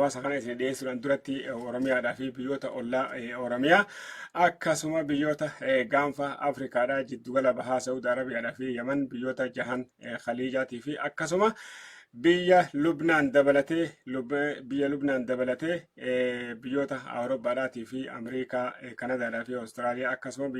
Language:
Oromo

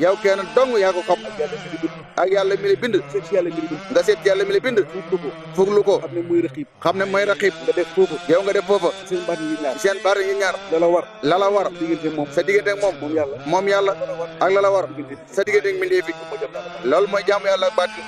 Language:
Wolof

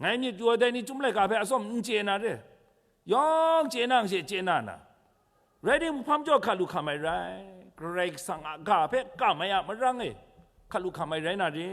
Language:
Kachin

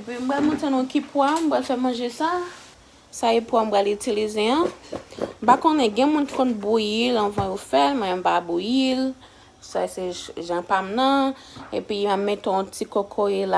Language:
Haitian Creole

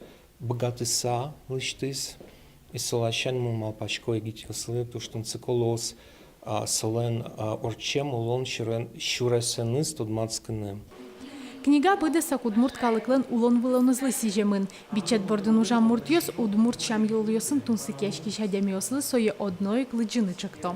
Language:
Udmurt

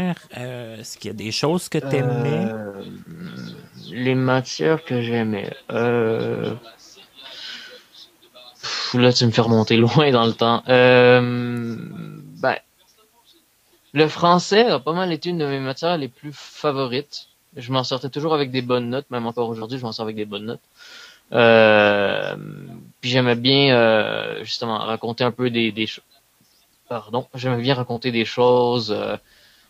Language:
French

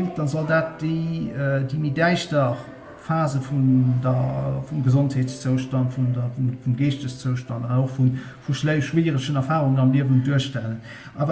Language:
Luxembourgish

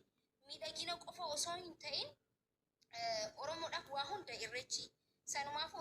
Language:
Oromo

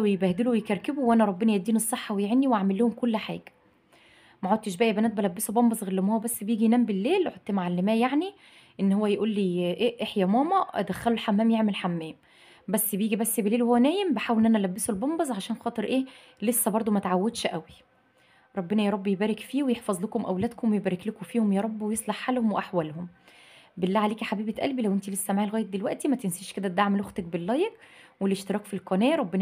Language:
Egyptian Arabic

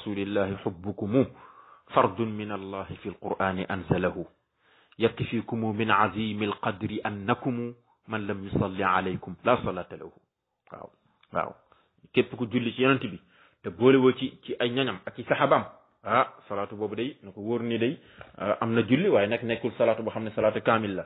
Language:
Wolof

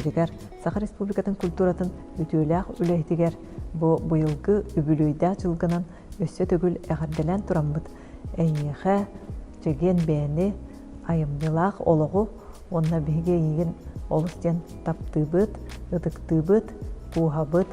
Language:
Yakut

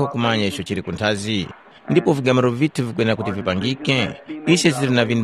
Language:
Tumbuka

